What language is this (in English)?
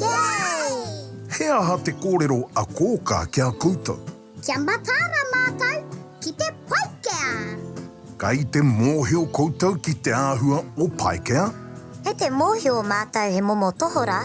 Māori